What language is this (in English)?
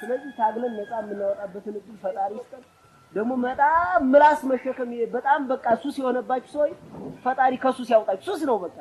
Amharic